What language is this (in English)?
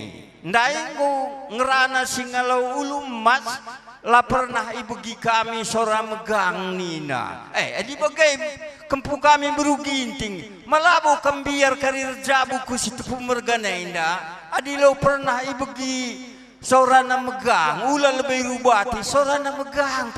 Batak Karo